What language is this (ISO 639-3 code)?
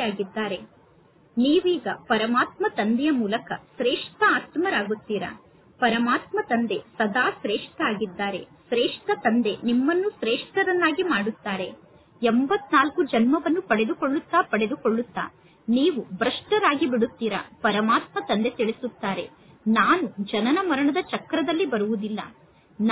kan